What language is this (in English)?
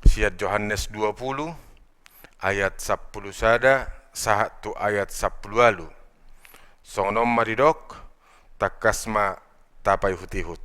Batak Toba